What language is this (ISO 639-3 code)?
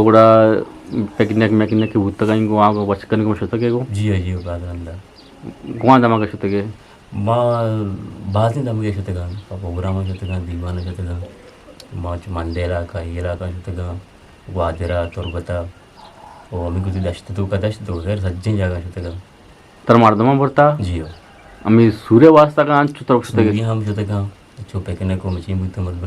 bgp